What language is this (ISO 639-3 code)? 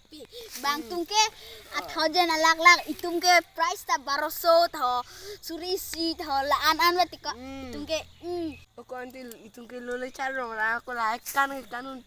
mjw